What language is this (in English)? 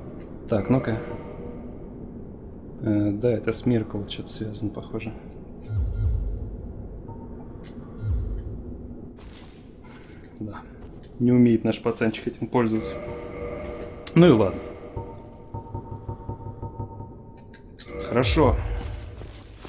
Russian